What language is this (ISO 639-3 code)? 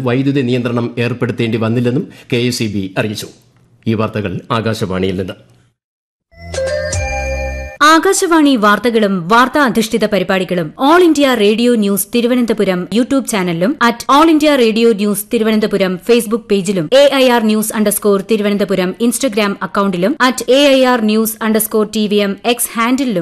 mal